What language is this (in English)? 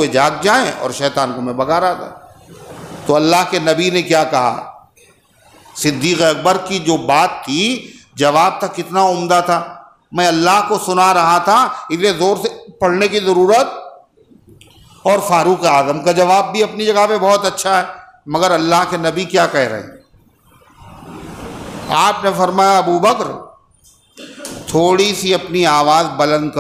Urdu